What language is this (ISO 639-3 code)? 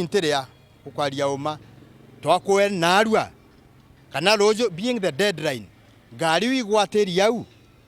mer